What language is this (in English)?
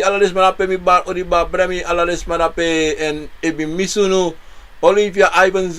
Sranan Tongo